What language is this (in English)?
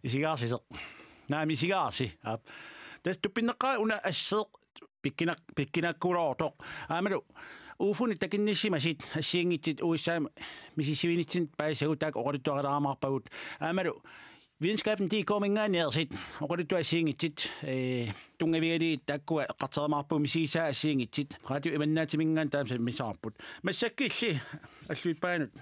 Kalaallisut